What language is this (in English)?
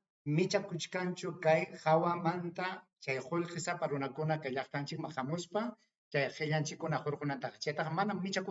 Ayacucho Quechua